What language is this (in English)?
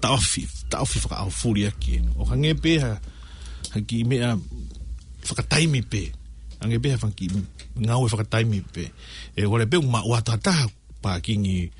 Tongan